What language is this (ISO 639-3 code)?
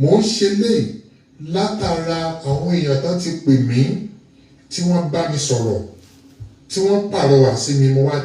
yor